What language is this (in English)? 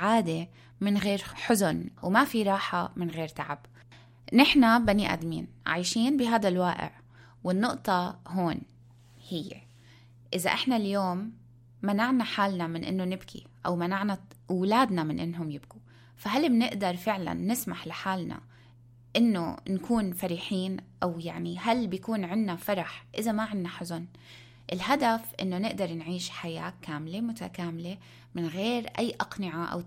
North Levantine Arabic